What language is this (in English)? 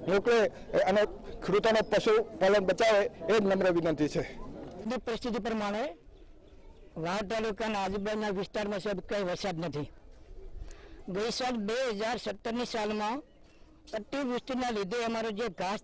Gujarati